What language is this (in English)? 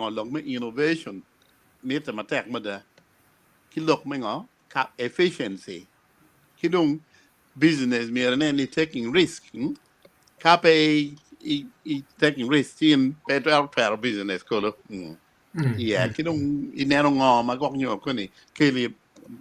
Acoli